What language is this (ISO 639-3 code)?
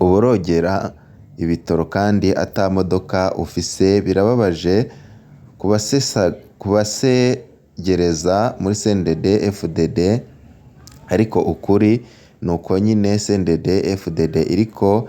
run